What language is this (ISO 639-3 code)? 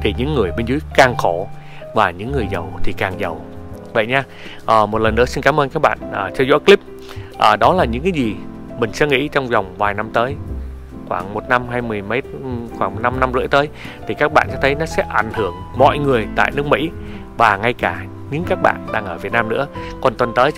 vie